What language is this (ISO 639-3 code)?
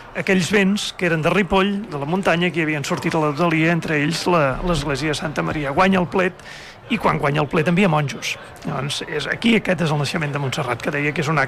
cat